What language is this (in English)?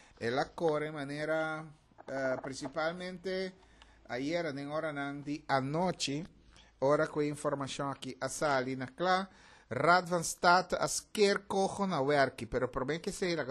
Papiamento